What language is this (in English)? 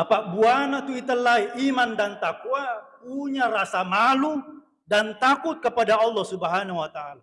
Buginese